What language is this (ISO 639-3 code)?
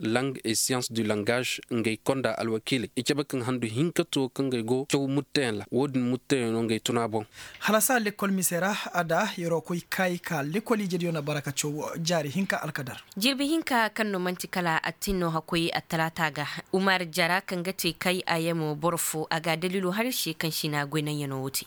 ses